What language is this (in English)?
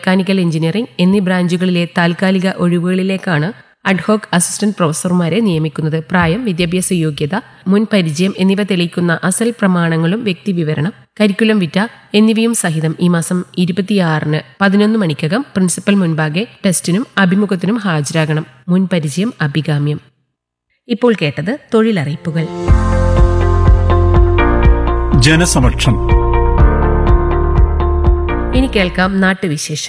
Malayalam